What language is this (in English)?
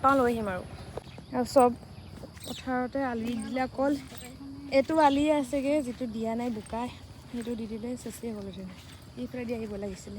Assamese